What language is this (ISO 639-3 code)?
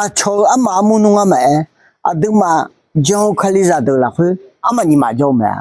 ahk